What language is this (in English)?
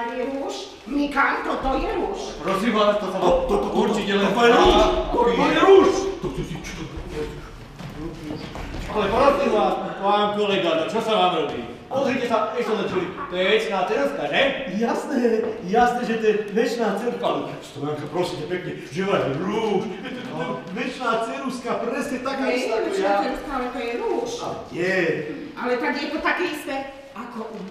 Slovak